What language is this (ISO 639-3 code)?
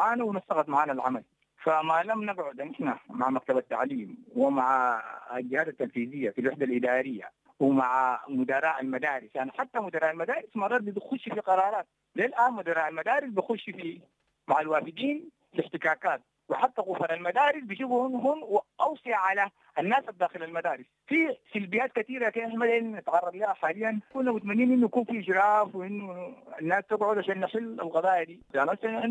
apd